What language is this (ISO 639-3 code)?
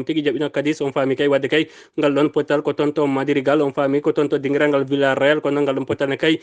ful